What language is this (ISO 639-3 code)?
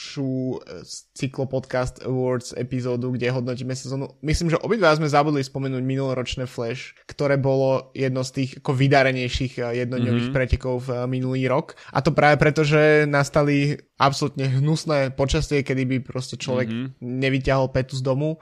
slk